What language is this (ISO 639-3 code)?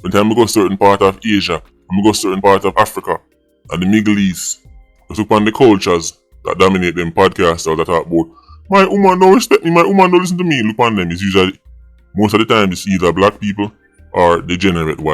jam